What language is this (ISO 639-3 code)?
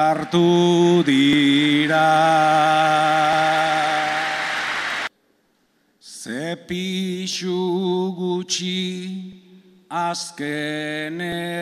eus